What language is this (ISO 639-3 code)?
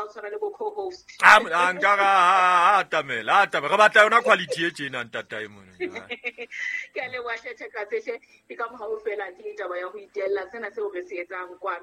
sot